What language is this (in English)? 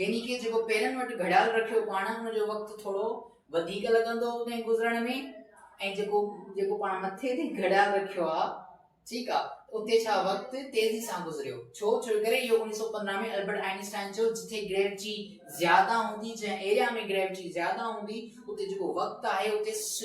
Sindhi